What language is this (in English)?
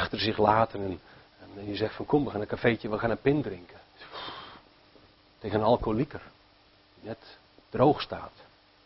Dutch